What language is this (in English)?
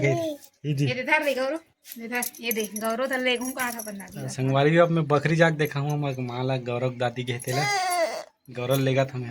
Chhattisgarhi